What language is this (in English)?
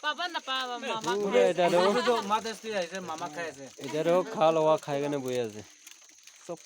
Naga Pidgin